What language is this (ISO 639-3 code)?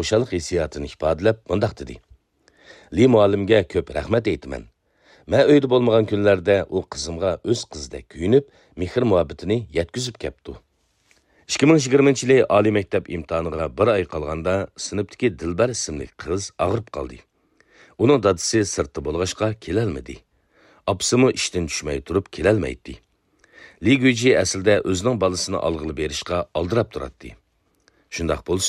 uig